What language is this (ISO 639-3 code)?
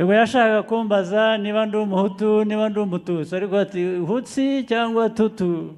kin